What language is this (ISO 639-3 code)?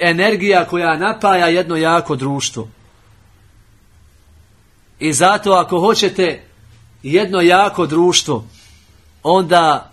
bos